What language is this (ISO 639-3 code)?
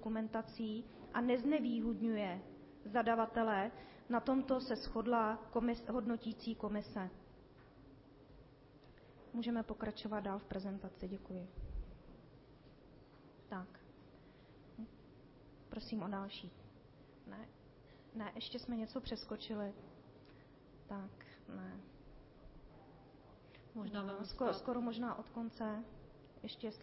ces